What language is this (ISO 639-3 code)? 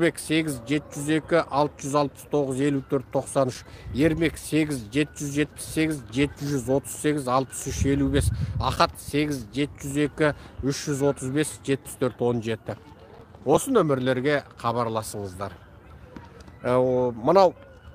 kaz